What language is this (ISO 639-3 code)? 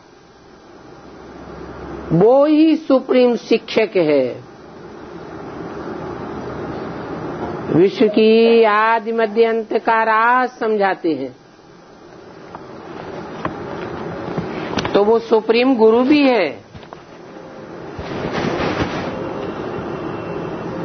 hin